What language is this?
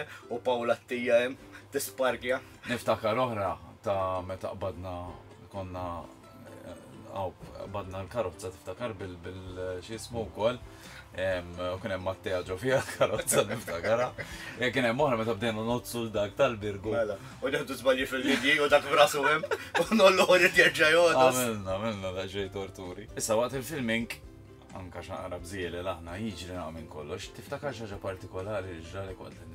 Maltese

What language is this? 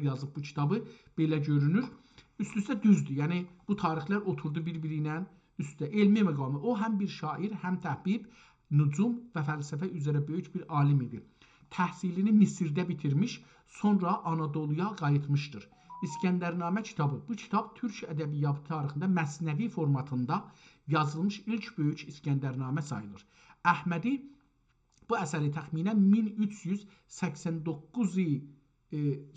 South Azerbaijani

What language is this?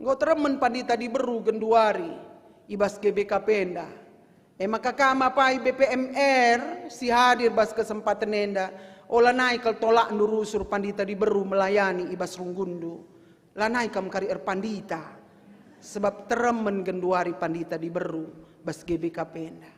Batak Karo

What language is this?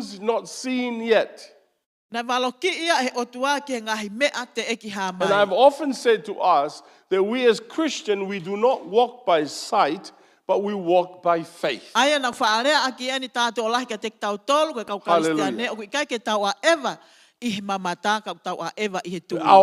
Tongan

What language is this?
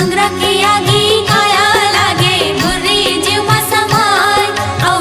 Chhattisgarhi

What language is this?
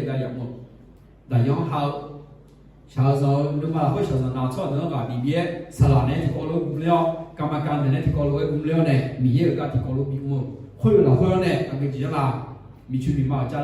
Akha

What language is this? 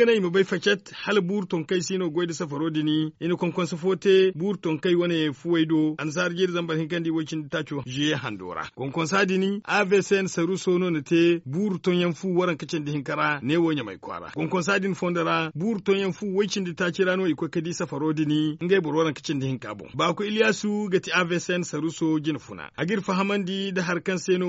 Zarma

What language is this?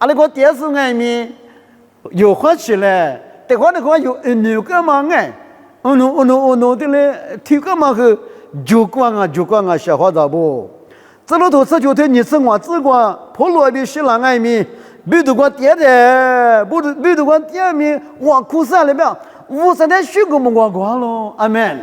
Lisu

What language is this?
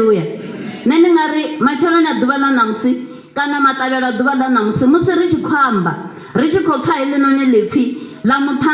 Venda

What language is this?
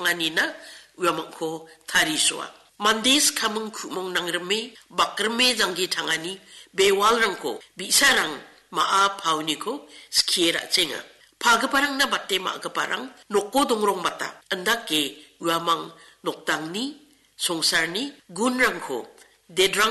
Garo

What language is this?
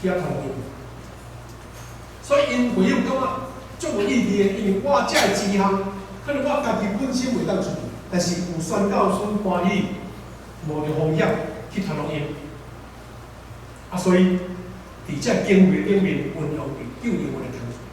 Min Nan Chinese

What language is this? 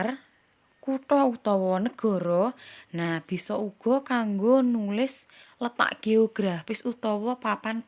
Javanese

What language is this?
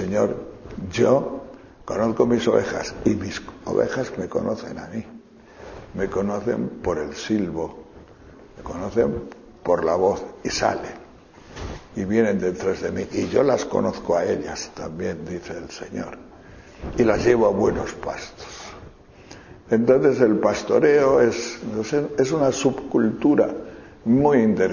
Spanish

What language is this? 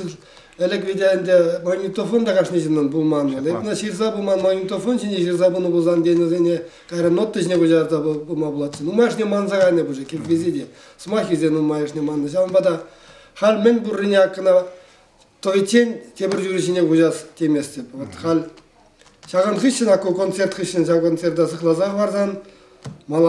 Chuvash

